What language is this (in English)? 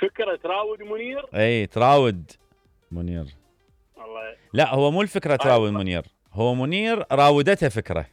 Mesopotamian Arabic